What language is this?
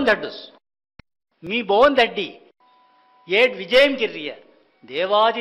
Saurashtra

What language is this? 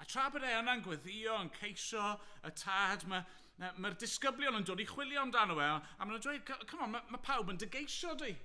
Welsh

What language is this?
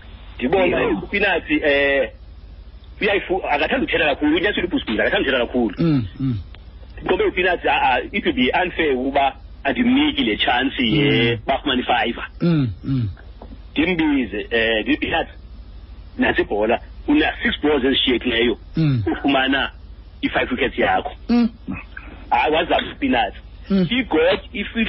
Xhosa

